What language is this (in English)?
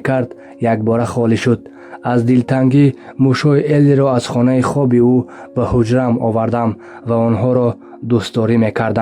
Tajik